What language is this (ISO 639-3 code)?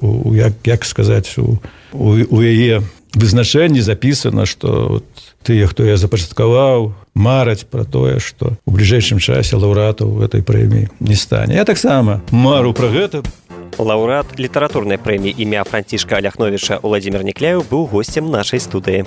bel